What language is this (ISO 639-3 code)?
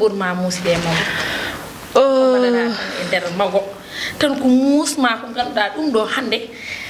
ful